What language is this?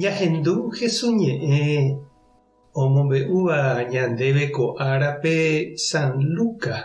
Guarani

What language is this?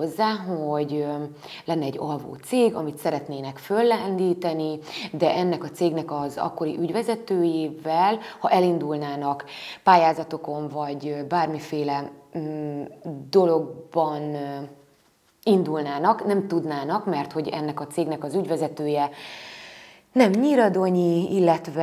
Hungarian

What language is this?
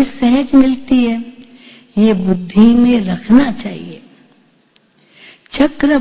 Hindi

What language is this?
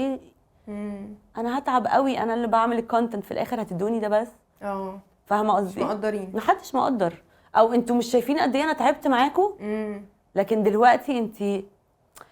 Egyptian Arabic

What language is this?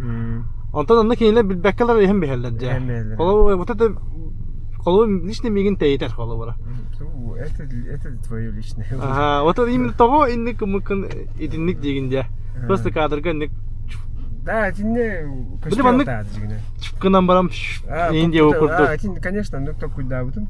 Yakut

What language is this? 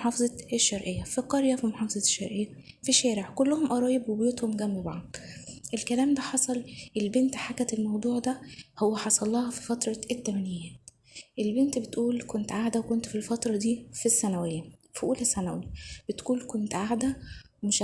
Egyptian Arabic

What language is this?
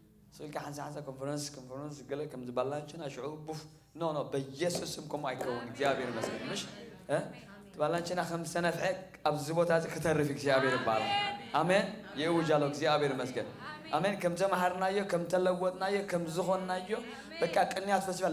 Tigrinya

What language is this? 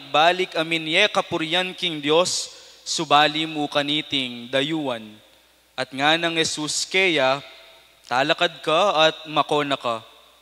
Pampanga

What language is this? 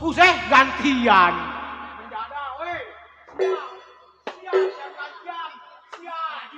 Betawi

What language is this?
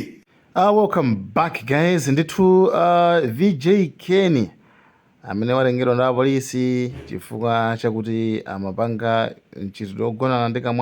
Nyanja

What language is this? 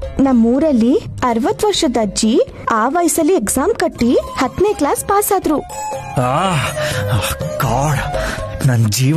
Kannada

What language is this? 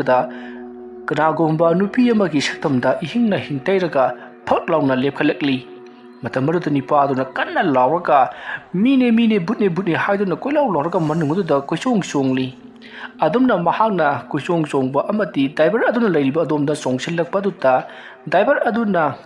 Manipuri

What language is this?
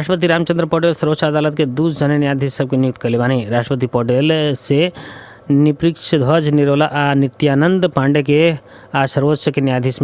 Bhojpuri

